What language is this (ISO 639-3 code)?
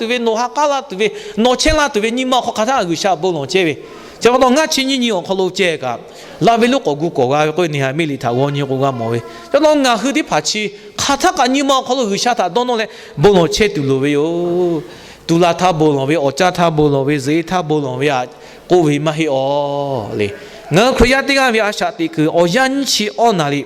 lhu